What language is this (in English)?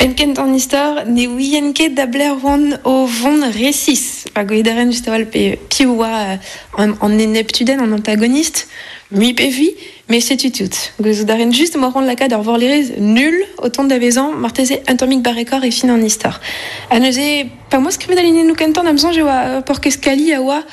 Breton